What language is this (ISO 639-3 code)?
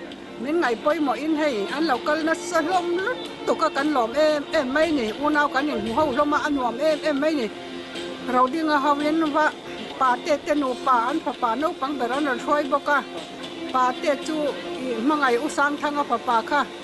lus